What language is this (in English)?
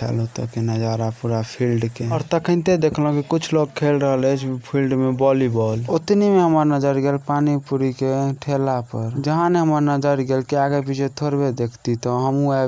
Maithili